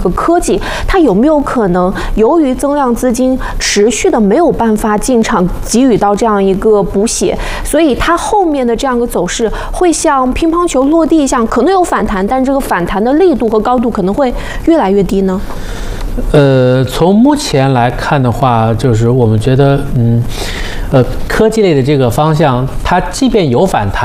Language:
Chinese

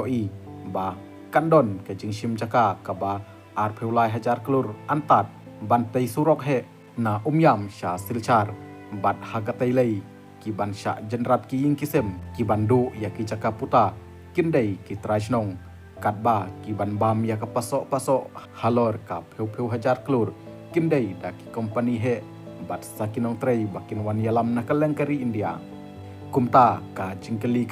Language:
Khasi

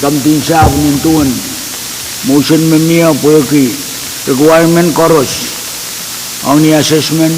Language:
Pohnpeian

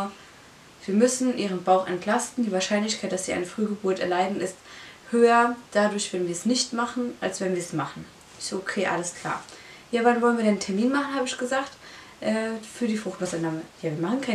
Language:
German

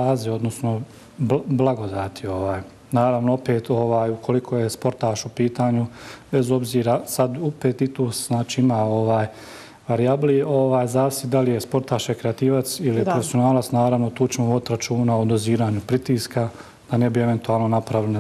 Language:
Bosnian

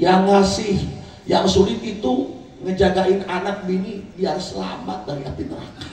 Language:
Betawi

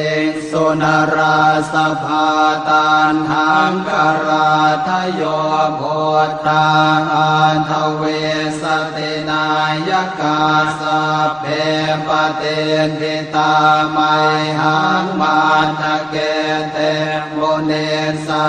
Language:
Pali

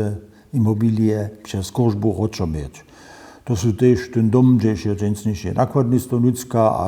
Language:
Upper Sorbian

